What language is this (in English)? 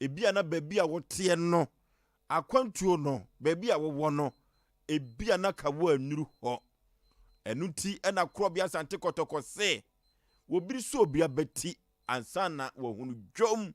Akan